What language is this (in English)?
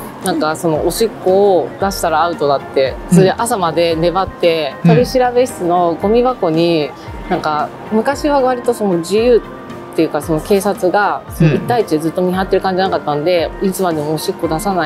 Japanese